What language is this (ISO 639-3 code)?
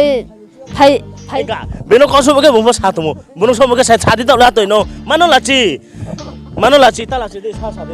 ria